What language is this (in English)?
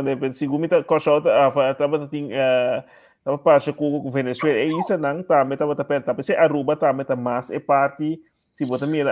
Papiamento